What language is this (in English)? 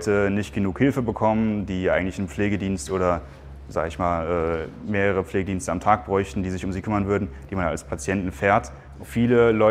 German